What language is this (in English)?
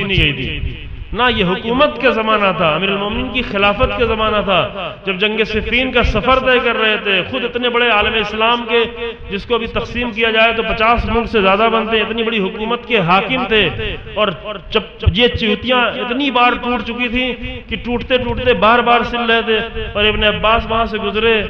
Urdu